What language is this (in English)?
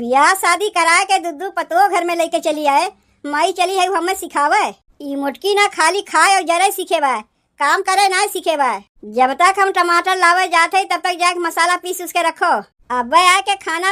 Awadhi